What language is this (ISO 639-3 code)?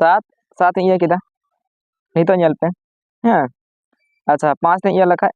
sat